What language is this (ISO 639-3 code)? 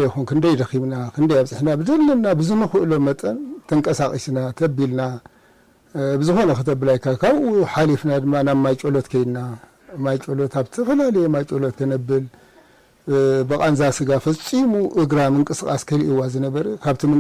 tir